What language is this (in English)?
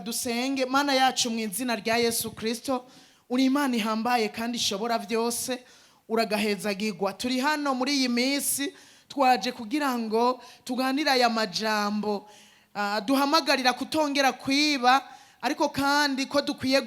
Rundi